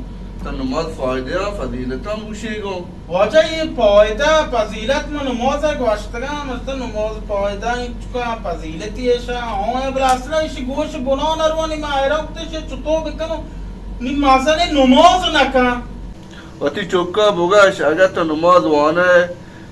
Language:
Baluchi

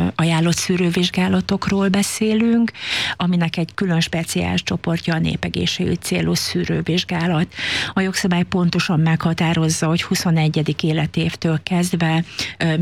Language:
Hungarian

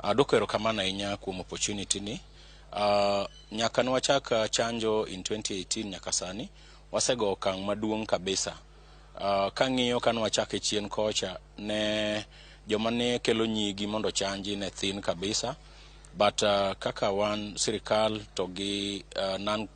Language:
Luo (Kenya and Tanzania)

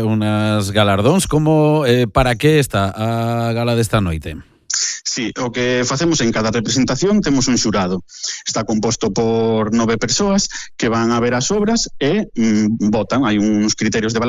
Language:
Galician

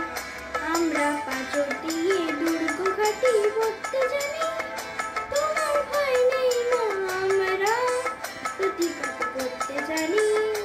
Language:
Bangla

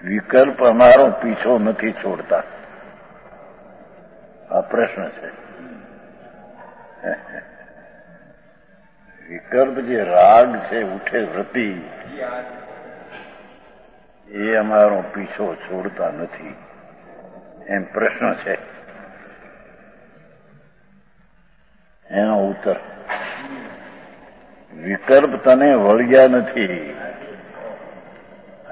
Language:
Gujarati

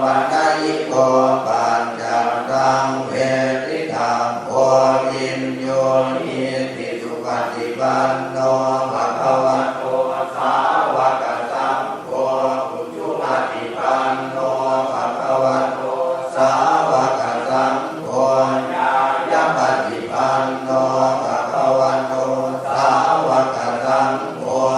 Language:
Pali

